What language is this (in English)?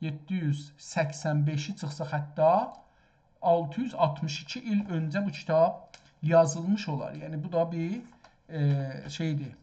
South Azerbaijani